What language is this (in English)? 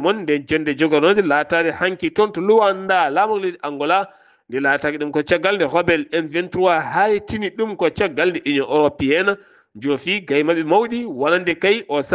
Fula